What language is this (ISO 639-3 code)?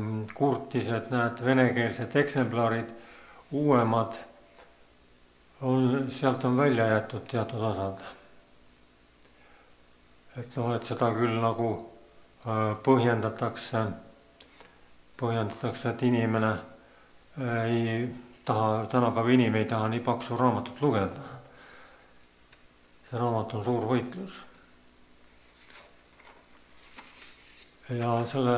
est